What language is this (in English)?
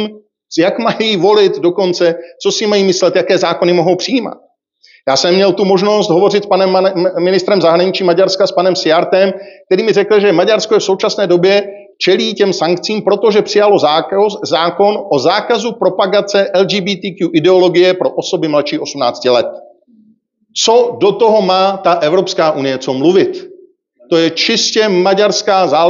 Czech